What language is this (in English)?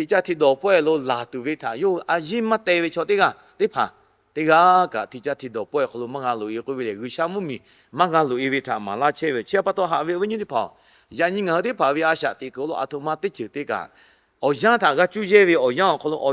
Lahu